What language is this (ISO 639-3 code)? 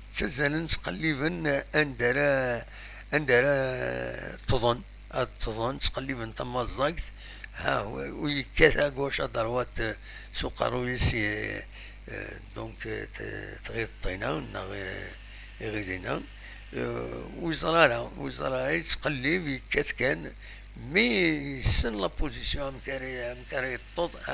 kab